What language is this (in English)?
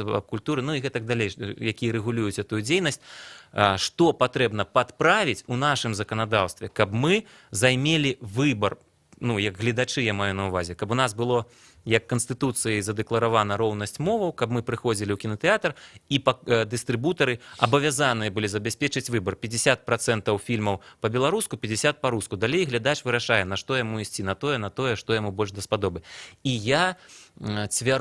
Belarusian